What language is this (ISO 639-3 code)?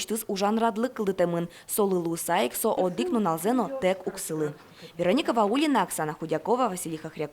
udm